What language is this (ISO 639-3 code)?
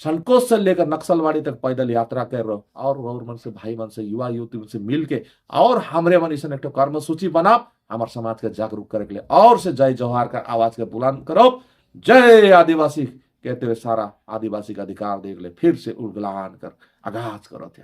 sck